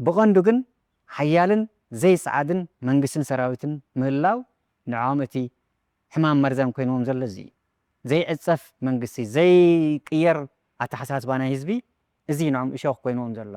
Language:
Tigrinya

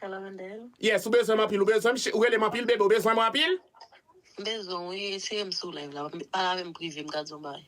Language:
Haitian Creole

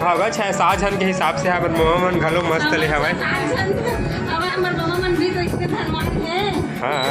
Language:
Chhattisgarhi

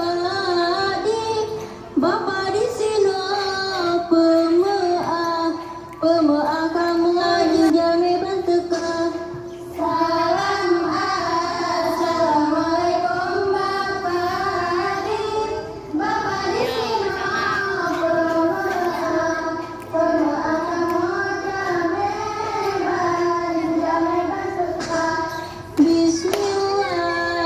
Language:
Achinese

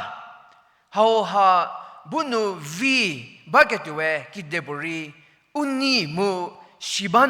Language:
Angami Naga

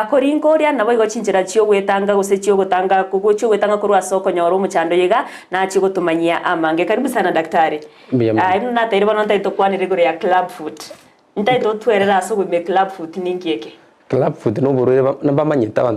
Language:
Gusii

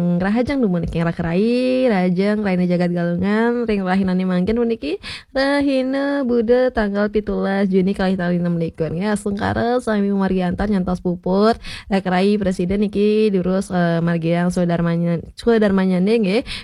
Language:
Balinese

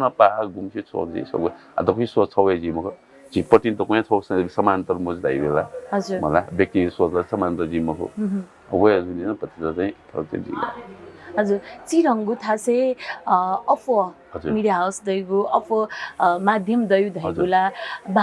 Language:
Newari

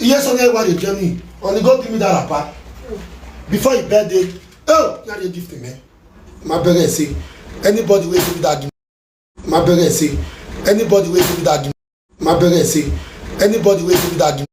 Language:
Nigerian Pidgin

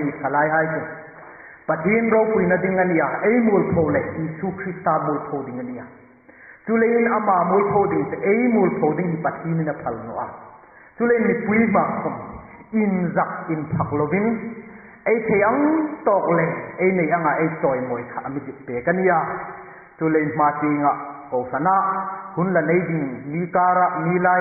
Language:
Hmar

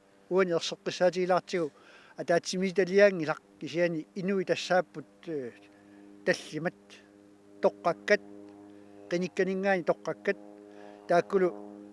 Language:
Kalaallisut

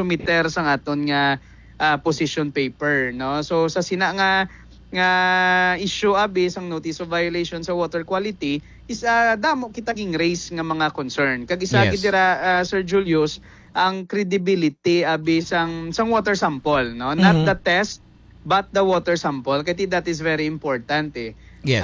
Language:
Hiligaynon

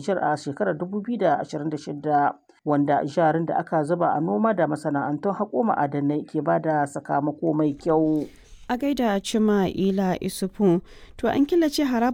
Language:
Hausa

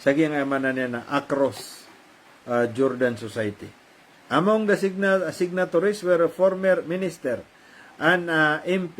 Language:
Maranao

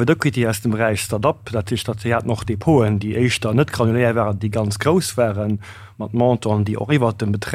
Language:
Luxembourgish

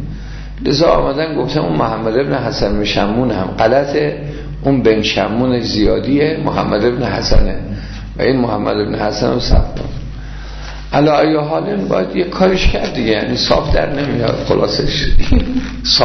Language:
Persian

